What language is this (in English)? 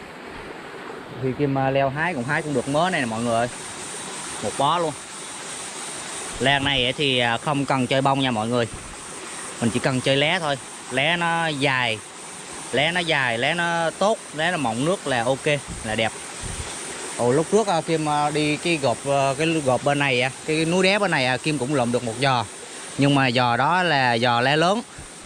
Vietnamese